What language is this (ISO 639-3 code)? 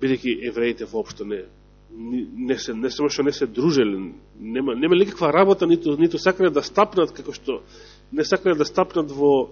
mkd